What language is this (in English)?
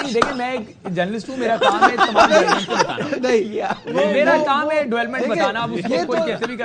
Urdu